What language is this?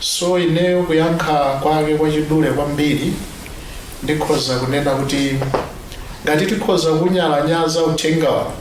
Nyanja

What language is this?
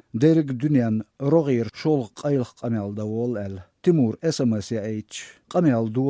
Chechen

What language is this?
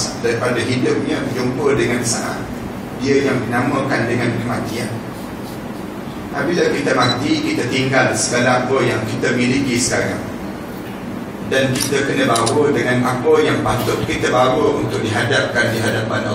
Malay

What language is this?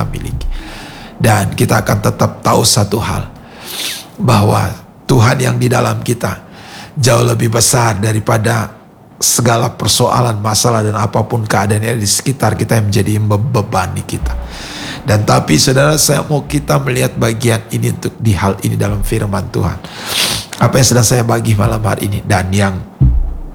Indonesian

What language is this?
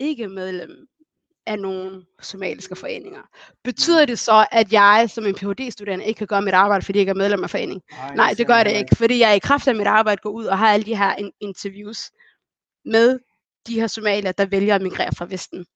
Danish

